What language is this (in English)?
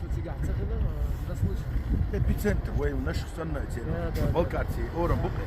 Chechen